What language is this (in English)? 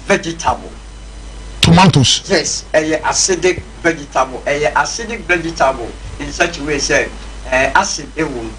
Akan